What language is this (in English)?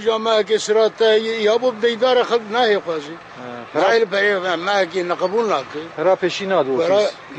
Kurdish